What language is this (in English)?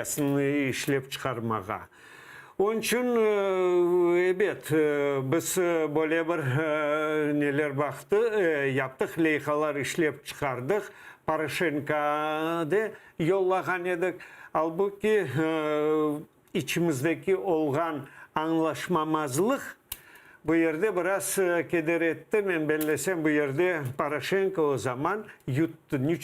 Crimean Tatar